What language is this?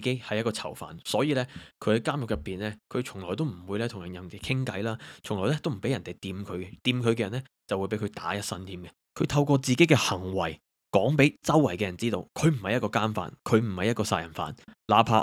Cantonese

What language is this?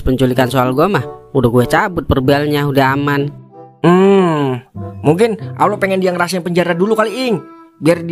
Betawi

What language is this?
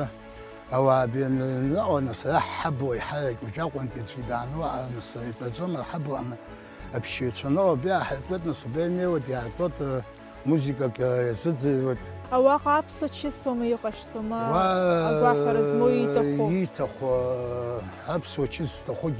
Abkhazian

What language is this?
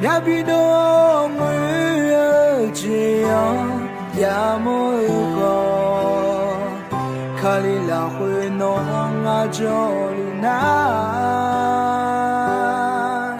Akha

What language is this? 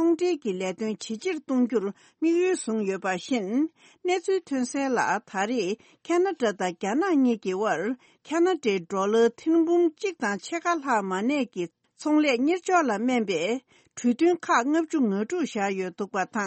Tibetan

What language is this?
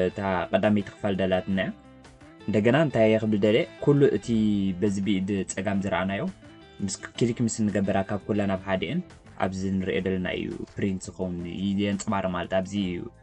Tigrinya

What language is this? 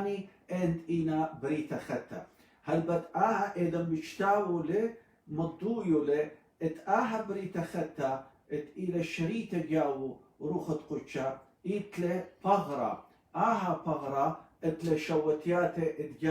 Assyrian Neo-Aramaic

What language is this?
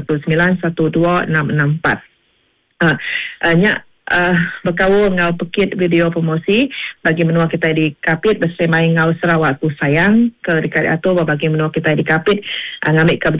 Iban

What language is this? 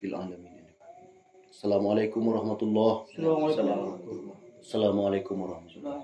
Madurese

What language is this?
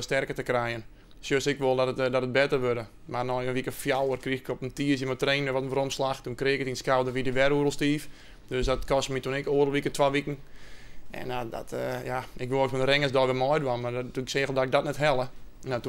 Western Frisian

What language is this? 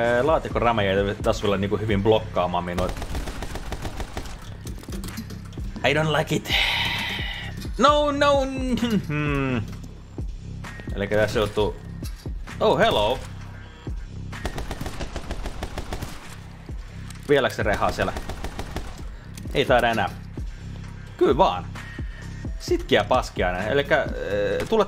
Finnish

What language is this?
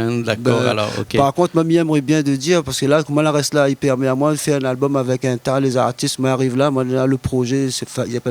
Réunion Creole French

